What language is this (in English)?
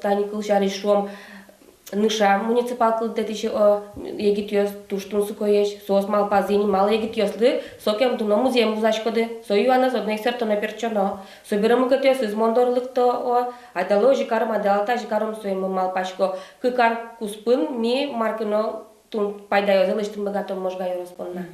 Udmurt